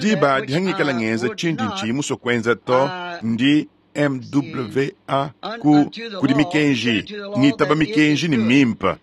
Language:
Luba-Lulua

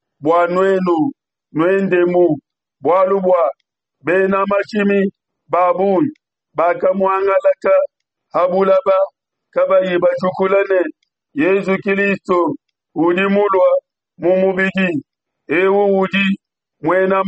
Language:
Luba-Lulua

